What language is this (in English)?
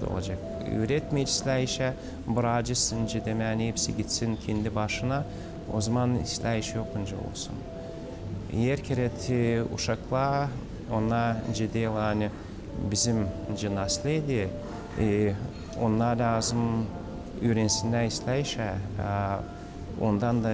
Gagauz